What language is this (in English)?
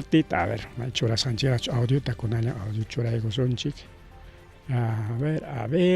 Ayacucho Quechua